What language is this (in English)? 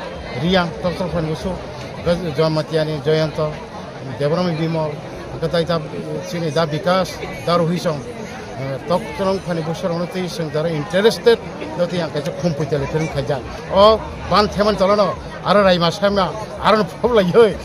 Kok Borok